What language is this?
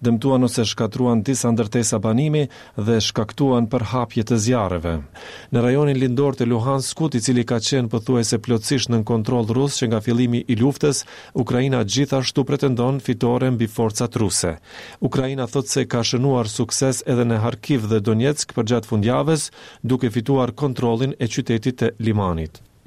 Albanian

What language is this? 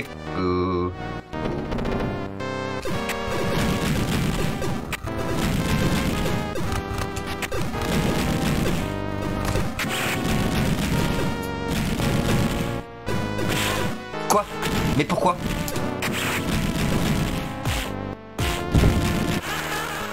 French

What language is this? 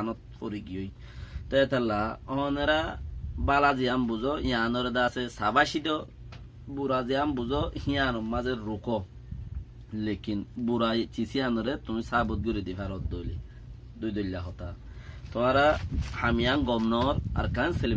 Rohingya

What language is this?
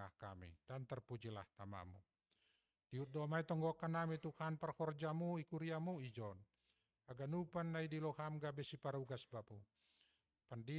Batak Simalungun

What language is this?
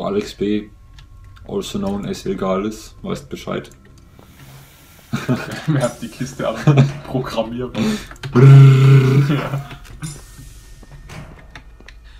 German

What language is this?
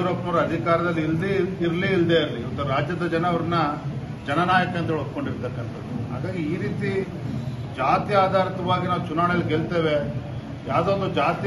Kannada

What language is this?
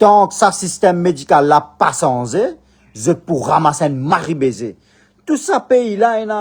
Morisyen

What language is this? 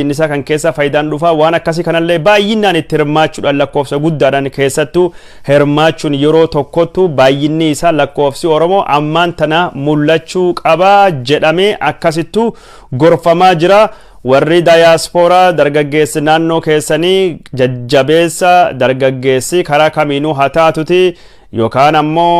Oromo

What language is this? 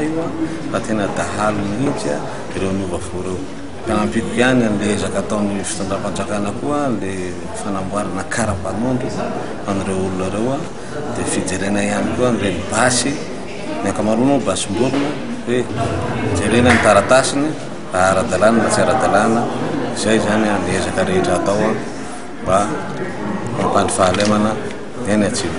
Malagasy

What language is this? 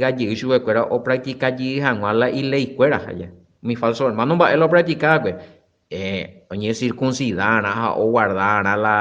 Guarani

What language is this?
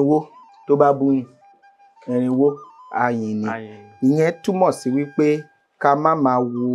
Yoruba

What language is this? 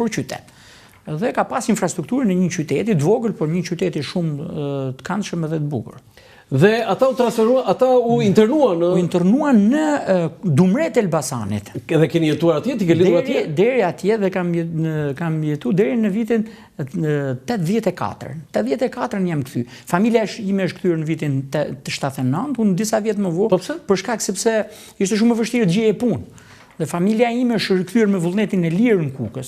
Albanian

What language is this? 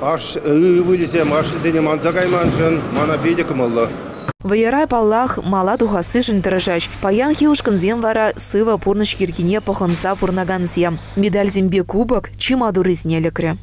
Chuvash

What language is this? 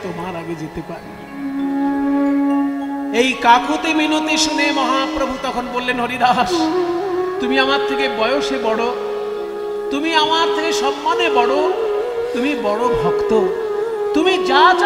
Bangla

